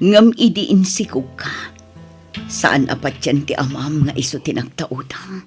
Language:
Iloko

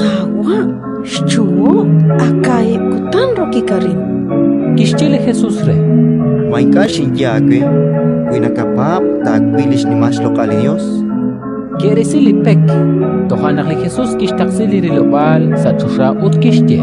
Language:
Kekchí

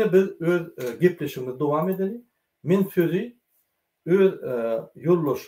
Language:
Turkmen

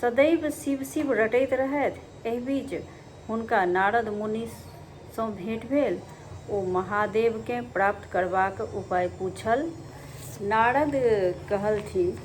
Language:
Maithili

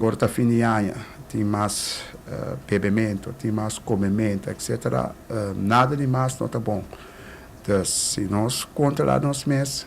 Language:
Papiamento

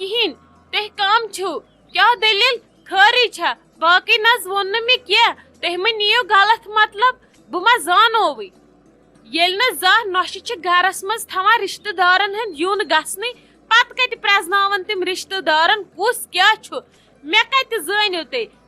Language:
Kashmiri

